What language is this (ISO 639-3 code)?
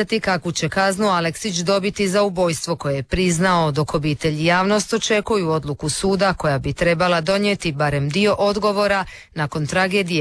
hrv